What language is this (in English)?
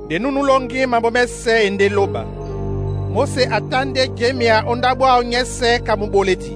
Duala